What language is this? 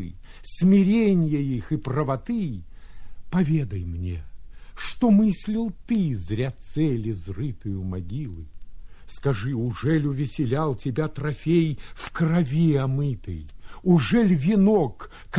Russian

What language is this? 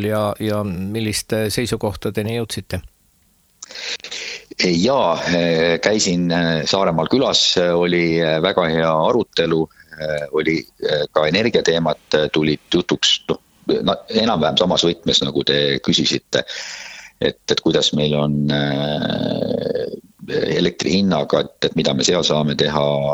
Estonian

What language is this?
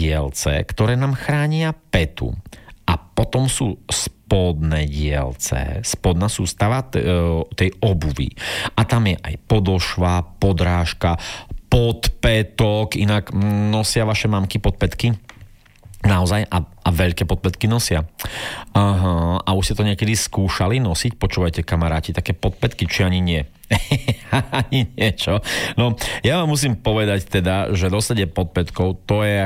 Slovak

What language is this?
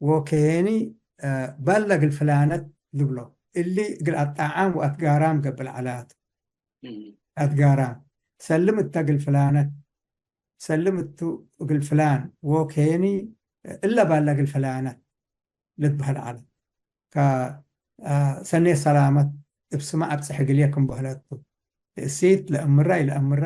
Tigre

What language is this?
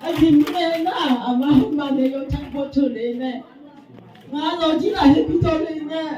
Akha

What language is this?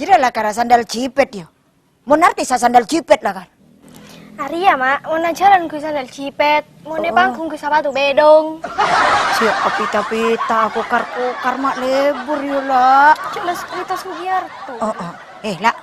Madurese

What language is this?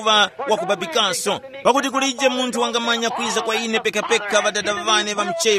Tumbuka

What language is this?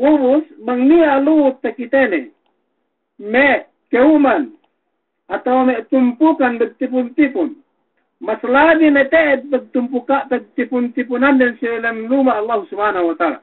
Yakan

